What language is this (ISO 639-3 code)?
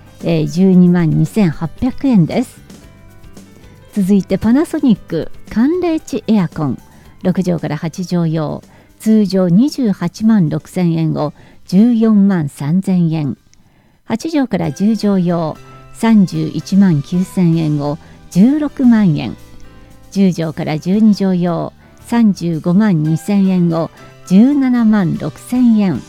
jpn